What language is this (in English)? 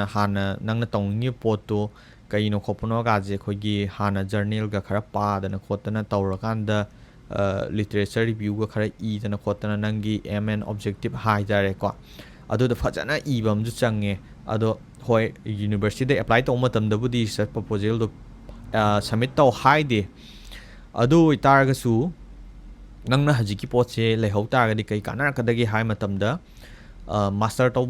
Manipuri